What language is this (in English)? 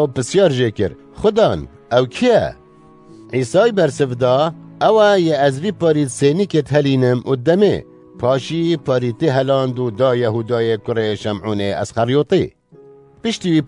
Kurdish